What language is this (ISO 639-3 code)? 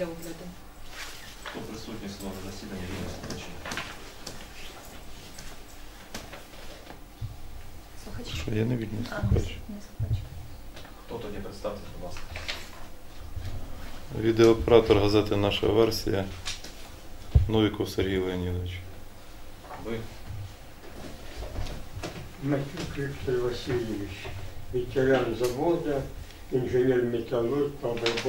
ukr